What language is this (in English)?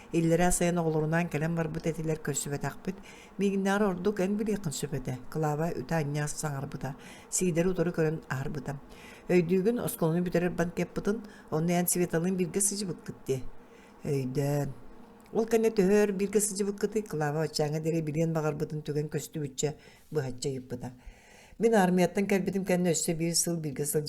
Yakut